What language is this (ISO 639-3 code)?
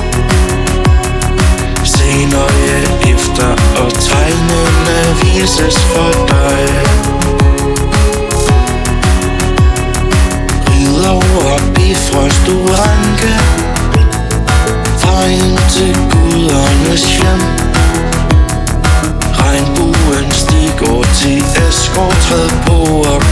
dan